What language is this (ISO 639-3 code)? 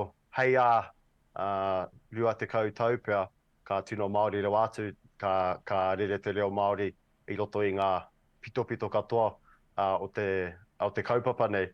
mri